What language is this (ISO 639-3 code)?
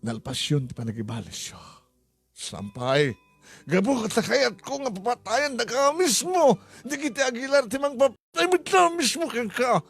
ilo